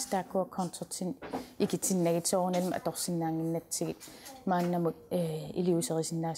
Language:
Kalaallisut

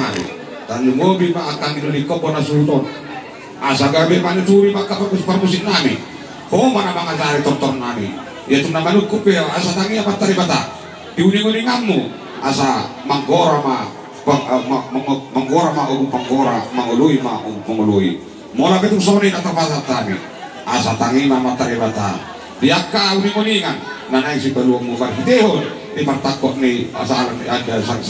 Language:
Batak Toba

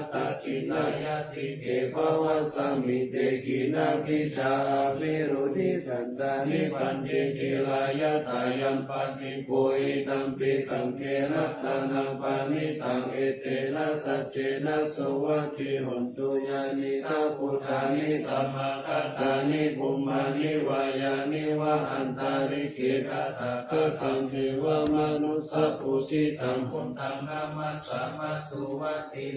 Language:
Pali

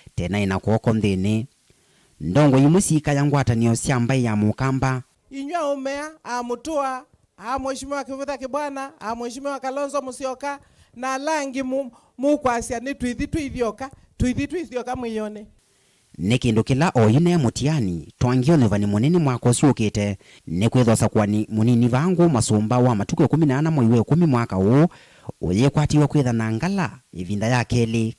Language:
Kamba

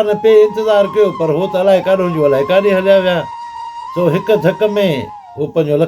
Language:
Sindhi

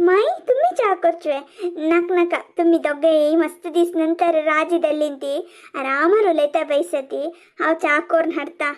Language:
Konkani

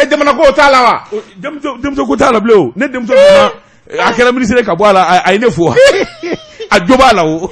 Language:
Bambara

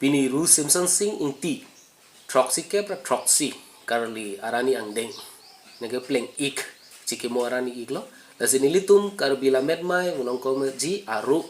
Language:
Karbi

